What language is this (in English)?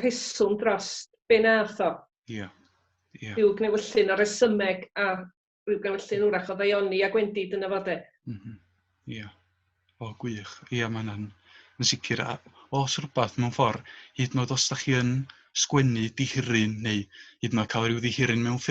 Welsh